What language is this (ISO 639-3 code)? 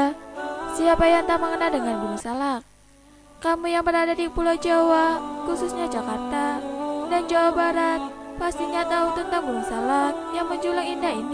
ind